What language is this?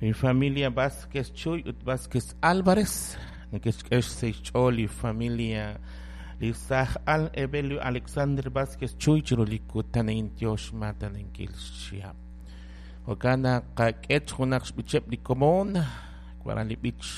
Kekchí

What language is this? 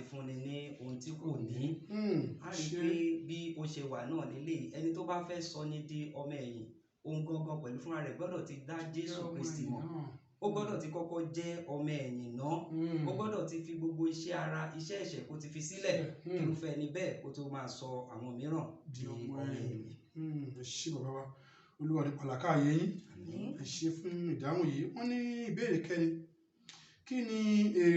Yoruba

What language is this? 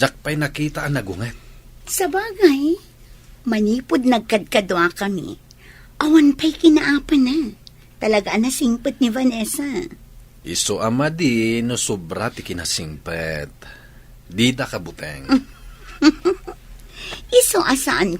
Iloko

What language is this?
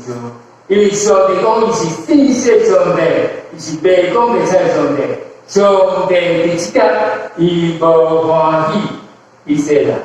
Min Nan Chinese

